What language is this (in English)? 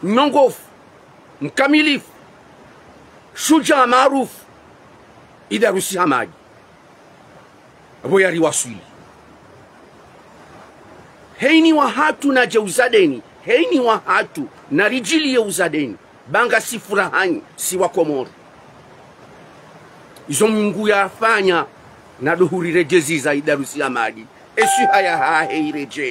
Swahili